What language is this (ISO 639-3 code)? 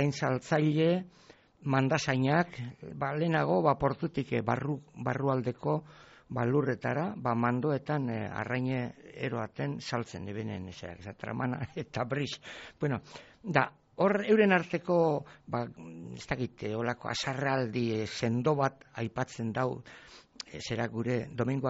eus